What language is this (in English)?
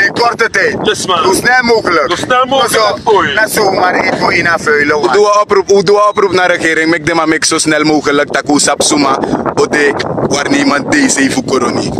Sranan Tongo